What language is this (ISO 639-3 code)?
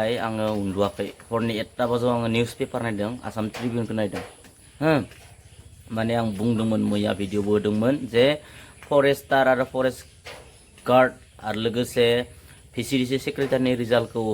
brx